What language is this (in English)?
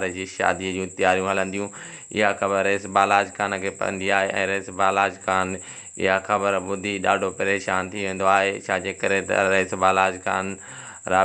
Sindhi